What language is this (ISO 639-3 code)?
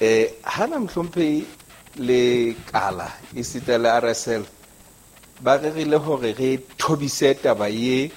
sot